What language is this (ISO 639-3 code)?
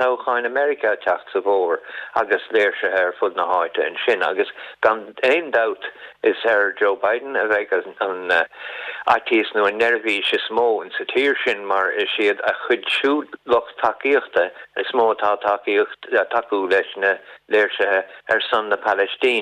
gle